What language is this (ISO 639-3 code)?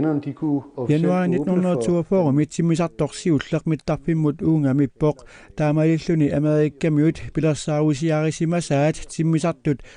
kal